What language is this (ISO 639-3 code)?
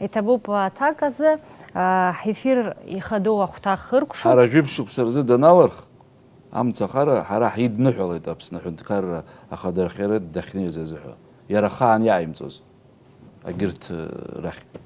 abk